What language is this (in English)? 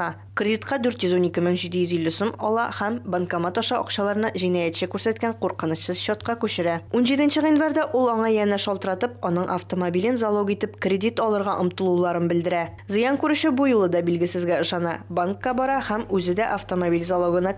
Tatar